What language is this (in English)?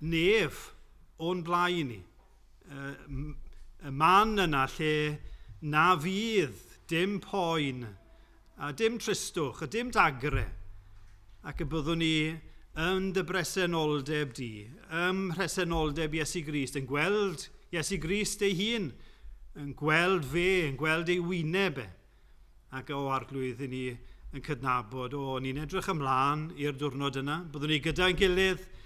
Welsh